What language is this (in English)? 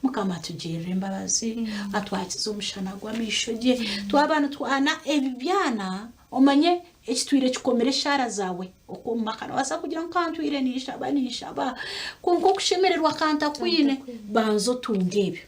Nyankole